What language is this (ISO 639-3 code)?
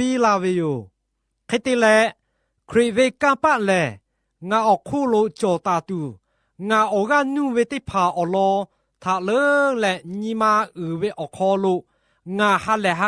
lhu